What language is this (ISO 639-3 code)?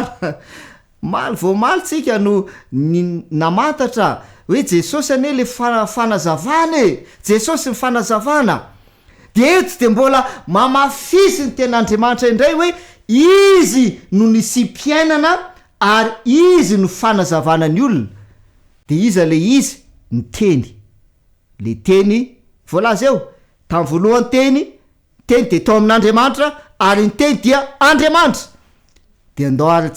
mlg